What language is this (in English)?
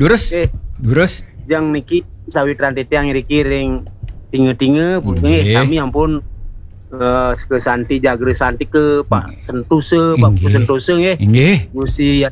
Balinese